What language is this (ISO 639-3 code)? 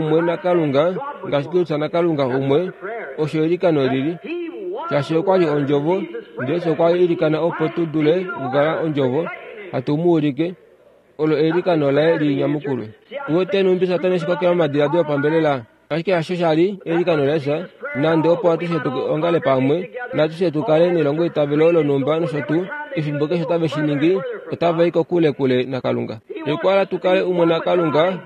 kua